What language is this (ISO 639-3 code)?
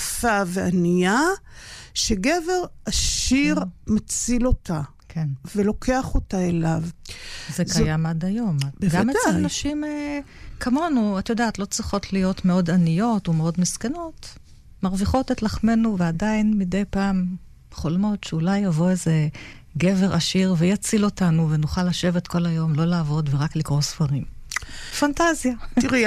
heb